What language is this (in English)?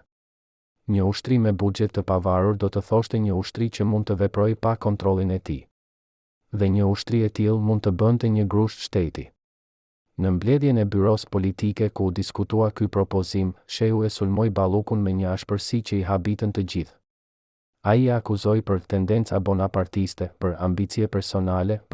Albanian